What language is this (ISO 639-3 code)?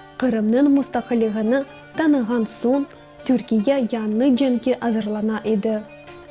crh